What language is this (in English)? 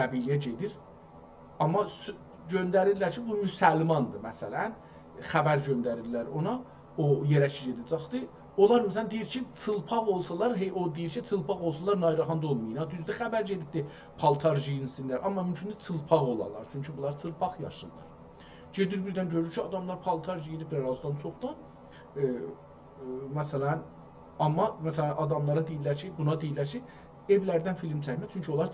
South Azerbaijani